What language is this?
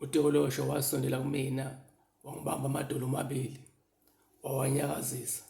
Zulu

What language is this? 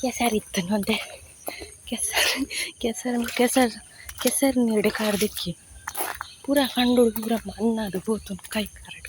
Tulu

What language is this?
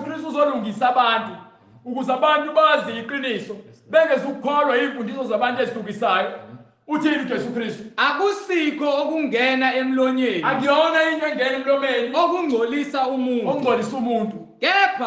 Zulu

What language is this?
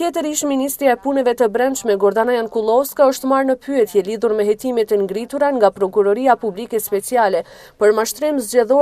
Albanian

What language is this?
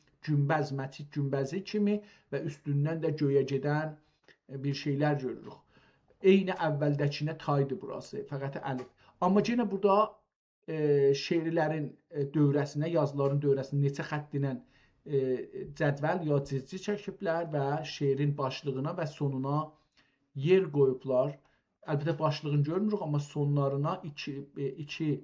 South Azerbaijani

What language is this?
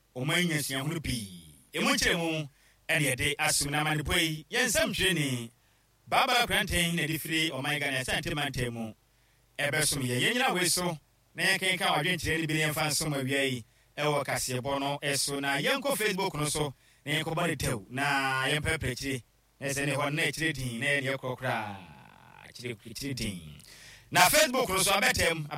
Akan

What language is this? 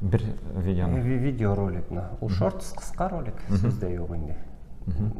Tatar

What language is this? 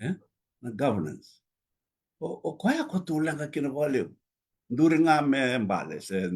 Fijian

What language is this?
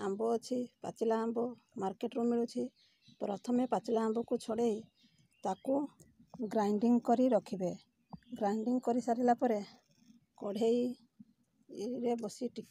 Odia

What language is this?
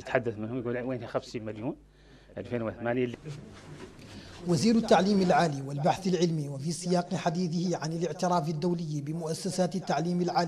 Arabic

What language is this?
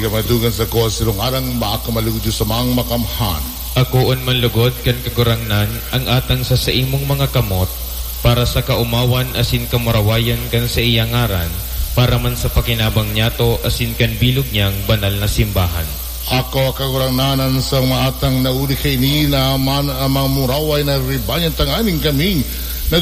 Bikol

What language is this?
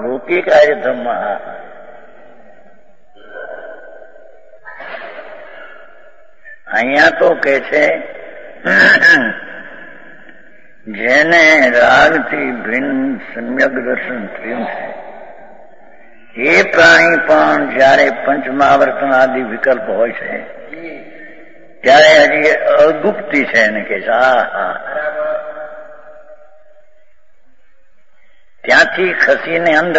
Gujarati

